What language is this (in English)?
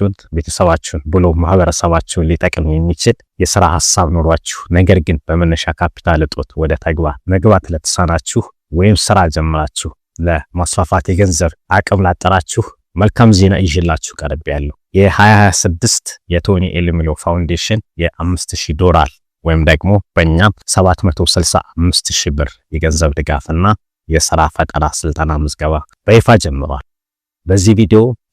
Amharic